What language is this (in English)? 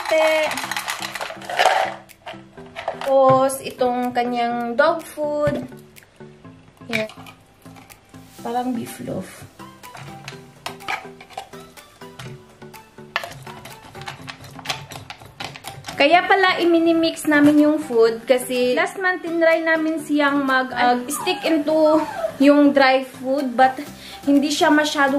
Filipino